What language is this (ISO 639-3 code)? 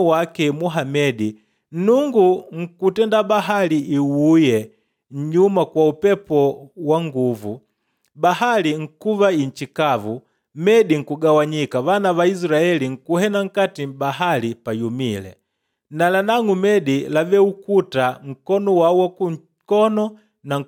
kde